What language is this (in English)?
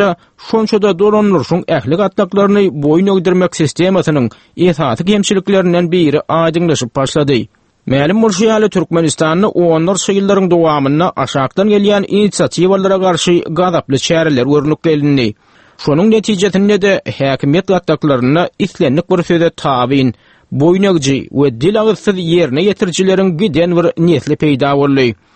Turkmen